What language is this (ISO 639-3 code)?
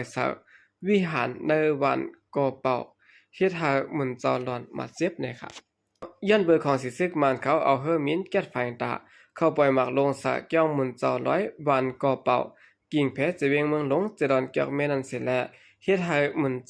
shn